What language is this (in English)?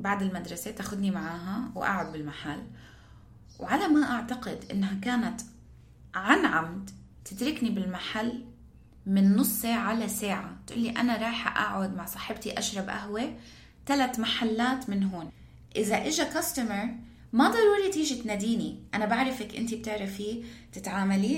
North Levantine Arabic